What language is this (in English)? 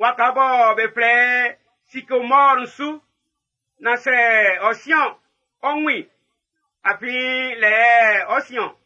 Baoulé